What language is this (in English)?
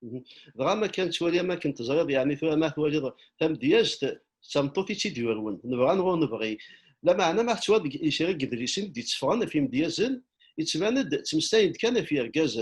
Kabyle